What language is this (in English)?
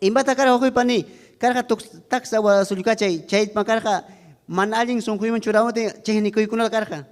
Ayacucho Quechua